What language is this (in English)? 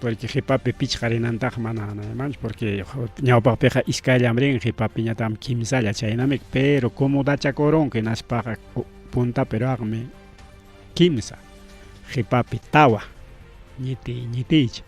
Ayacucho Quechua